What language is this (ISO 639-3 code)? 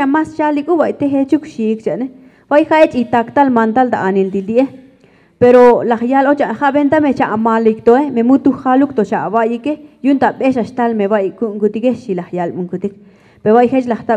tzo